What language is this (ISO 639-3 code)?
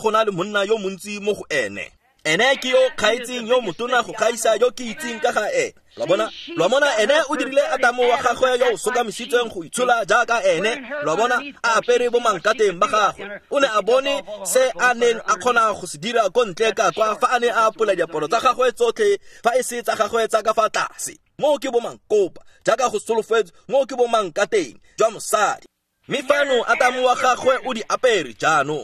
tsn